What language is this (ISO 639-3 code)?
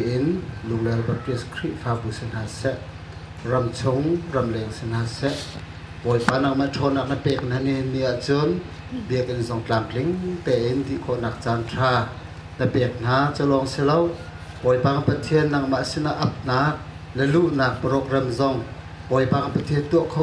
cnh